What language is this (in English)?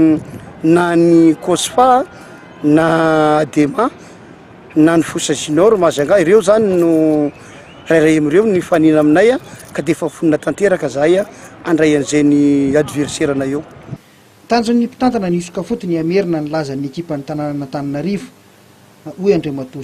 Malagasy